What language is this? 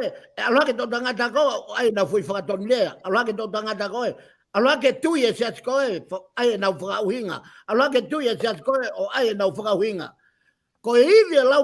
Tongan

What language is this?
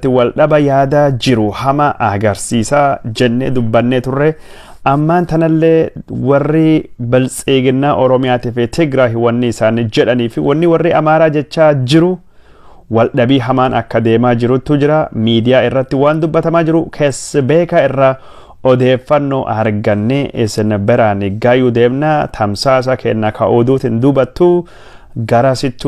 Oromo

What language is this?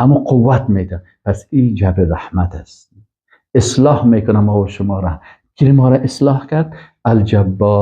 Persian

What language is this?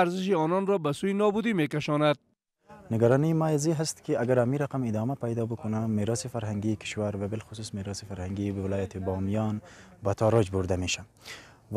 Persian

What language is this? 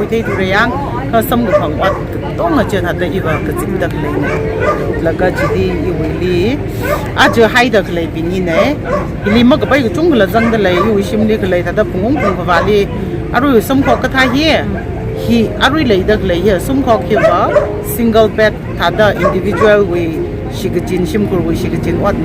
Tangkhul Naga (India)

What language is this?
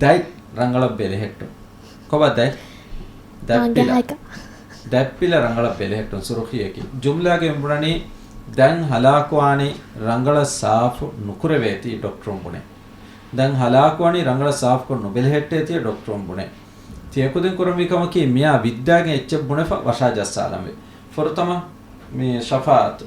Divehi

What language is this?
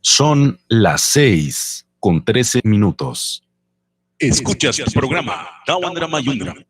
Mískito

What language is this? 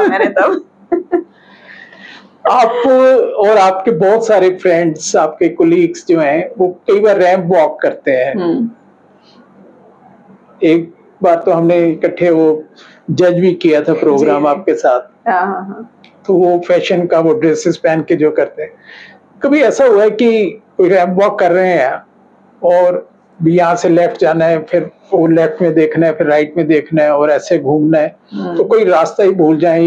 Hindi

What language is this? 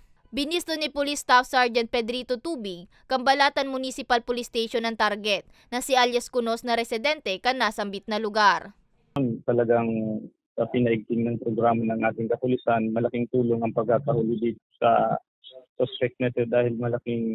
Bikol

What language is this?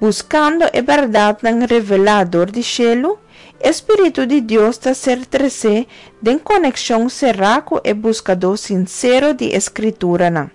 Papiamento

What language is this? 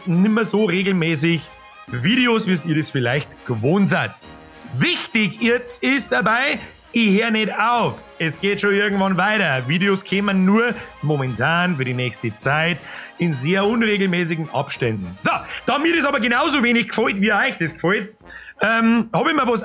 Bavarian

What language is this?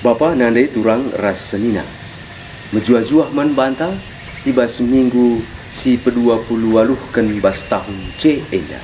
Batak Karo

